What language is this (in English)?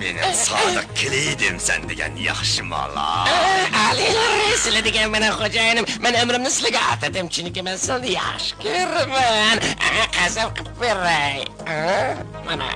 Uyghur